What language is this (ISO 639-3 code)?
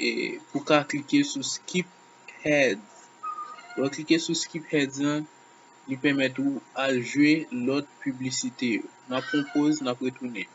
hat